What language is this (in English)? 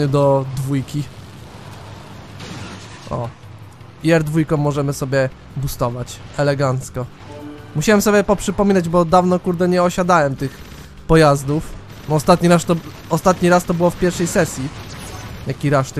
Polish